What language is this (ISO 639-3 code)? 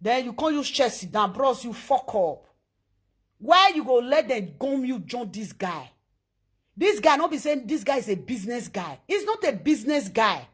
pcm